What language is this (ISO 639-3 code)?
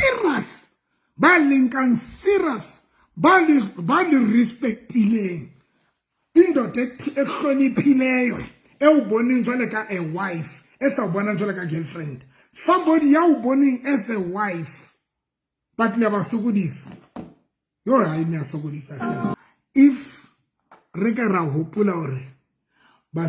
sot